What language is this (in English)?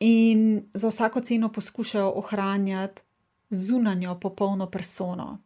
Slovenian